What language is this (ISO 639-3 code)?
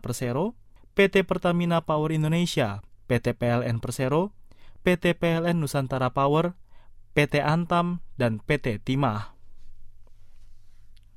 ind